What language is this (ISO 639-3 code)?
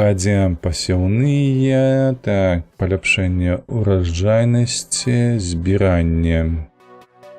bel